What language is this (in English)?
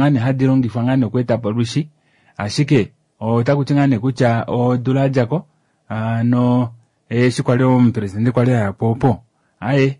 Kuanyama